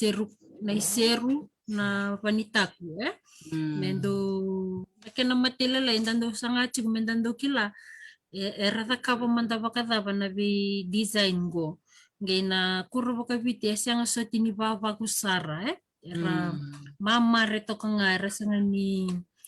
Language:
Fijian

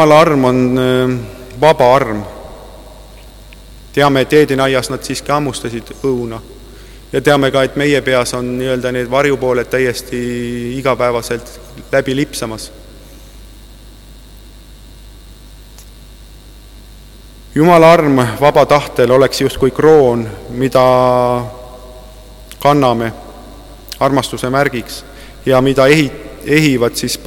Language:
Estonian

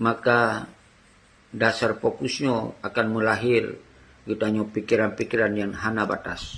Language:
Achinese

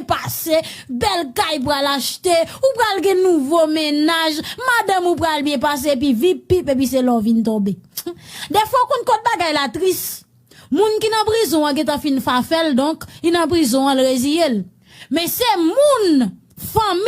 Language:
Haitian Creole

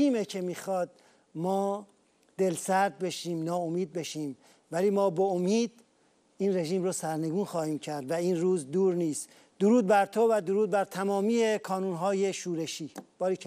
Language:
Persian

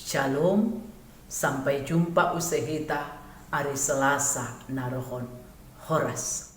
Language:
Batak Simalungun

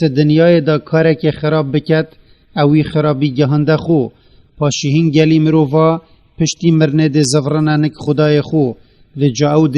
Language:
Kurdish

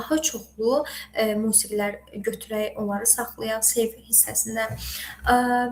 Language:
Azerbaijani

